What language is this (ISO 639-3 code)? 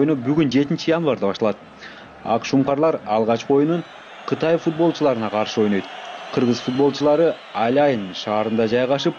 kir